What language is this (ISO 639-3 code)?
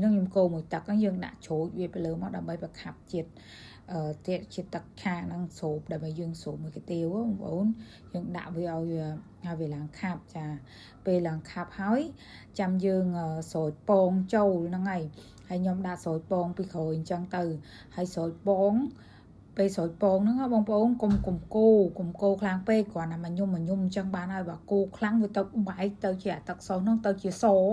khm